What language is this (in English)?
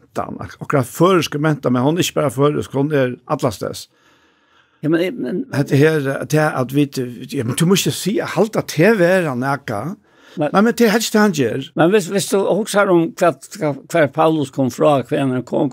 Faroese